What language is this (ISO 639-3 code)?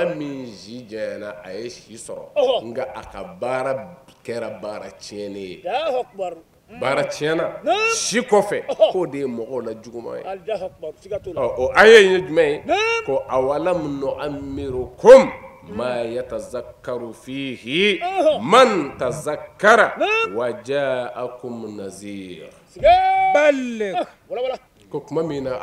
bam